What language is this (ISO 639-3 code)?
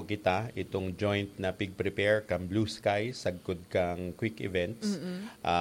bik